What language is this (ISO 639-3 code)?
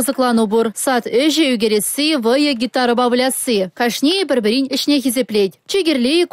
chv